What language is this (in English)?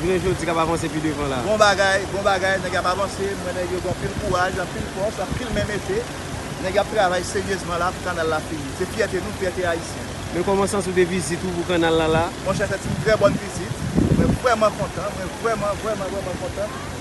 Haitian Creole